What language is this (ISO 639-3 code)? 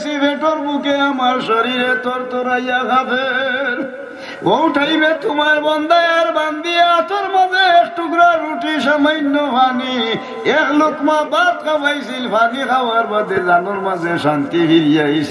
syl